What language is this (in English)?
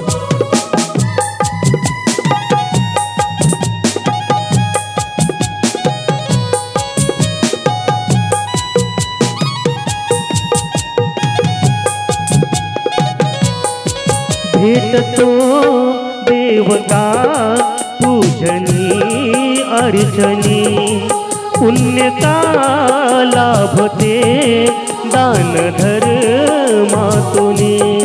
Marathi